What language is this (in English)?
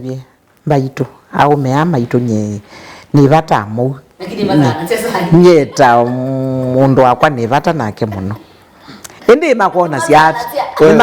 Kamba